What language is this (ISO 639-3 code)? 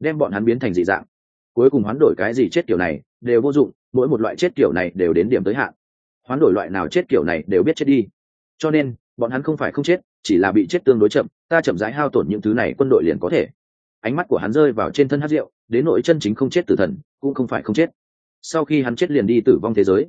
vie